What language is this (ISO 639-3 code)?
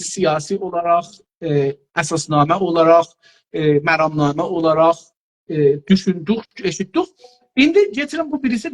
azb